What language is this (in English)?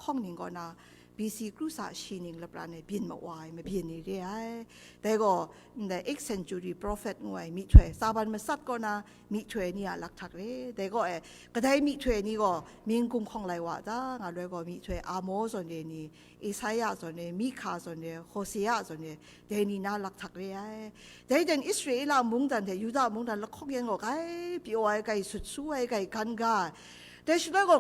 Kachin